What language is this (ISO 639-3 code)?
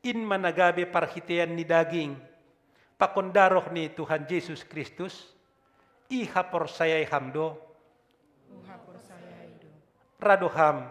bts